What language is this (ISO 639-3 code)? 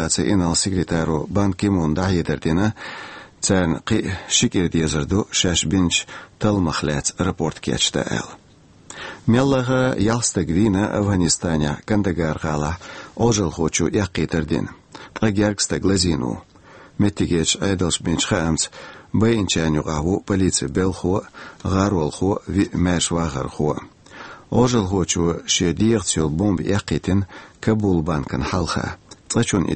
che